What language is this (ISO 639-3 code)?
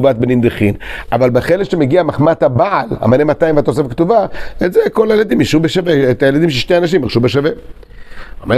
heb